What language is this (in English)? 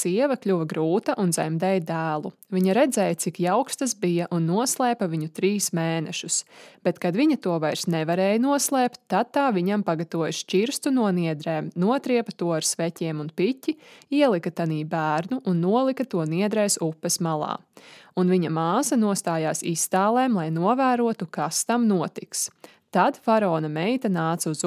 Latvian